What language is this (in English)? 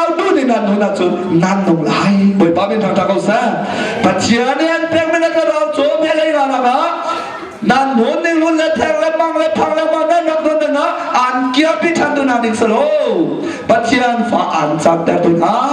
Hakha Chin